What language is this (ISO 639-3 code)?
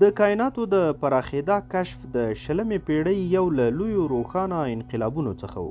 pus